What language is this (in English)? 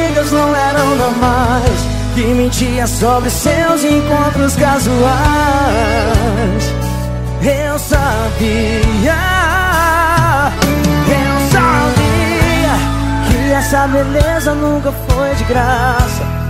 Portuguese